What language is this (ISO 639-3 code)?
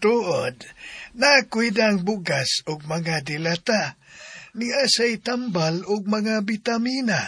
ceb